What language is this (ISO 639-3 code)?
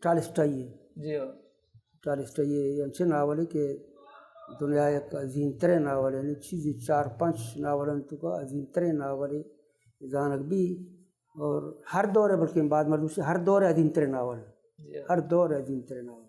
bal